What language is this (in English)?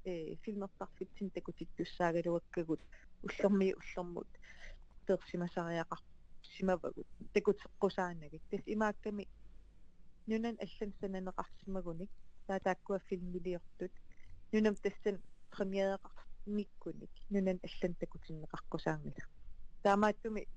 Kalaallisut